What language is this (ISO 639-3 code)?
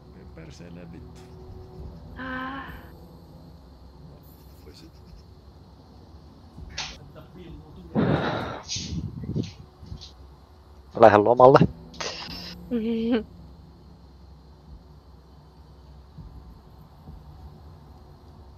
fin